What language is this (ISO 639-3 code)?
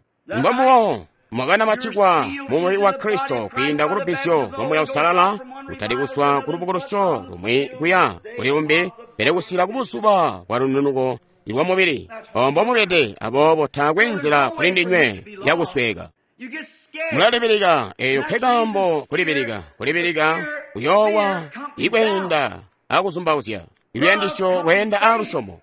toi